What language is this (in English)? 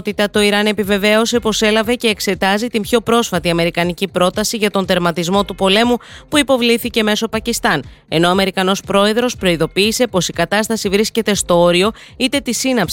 Greek